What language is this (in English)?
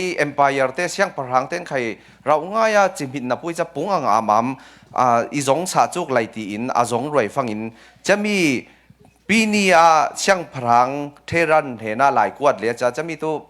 Falam Chin